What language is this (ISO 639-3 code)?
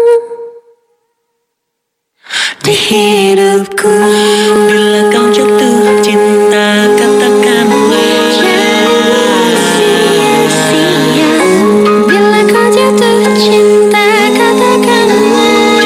ind